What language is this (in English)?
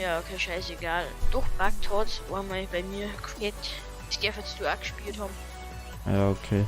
Bavarian